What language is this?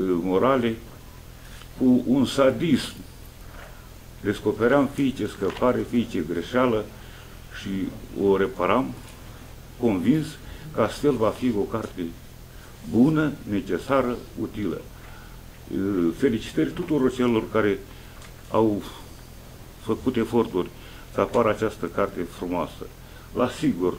Romanian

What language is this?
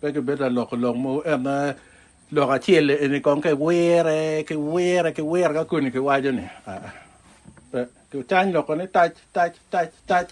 Acoli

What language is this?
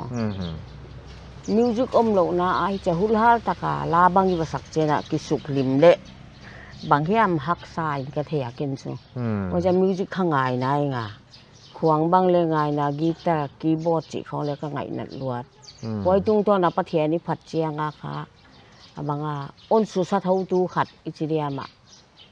Paite Chin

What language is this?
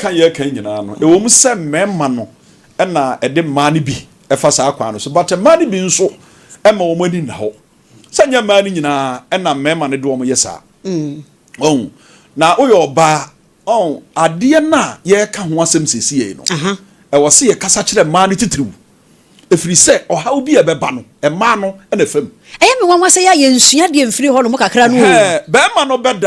Akan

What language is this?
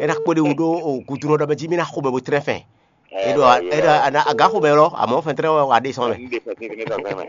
Fon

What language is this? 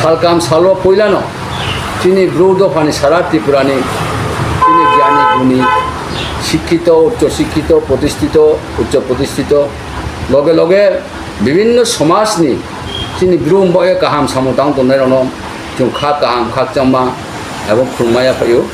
Riang (India)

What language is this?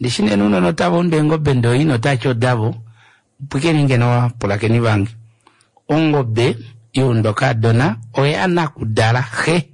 Kuanyama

